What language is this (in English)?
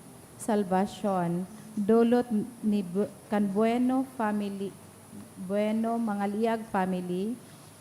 Bikol